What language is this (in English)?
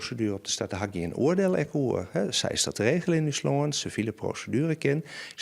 Western Frisian